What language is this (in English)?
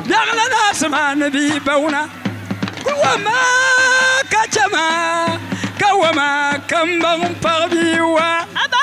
Dagbani